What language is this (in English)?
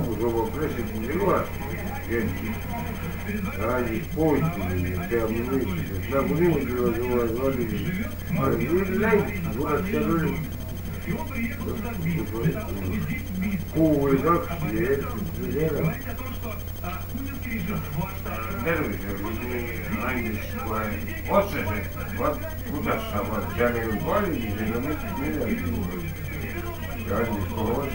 Estonian